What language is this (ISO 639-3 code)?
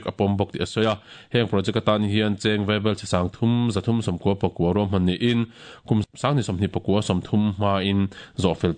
lus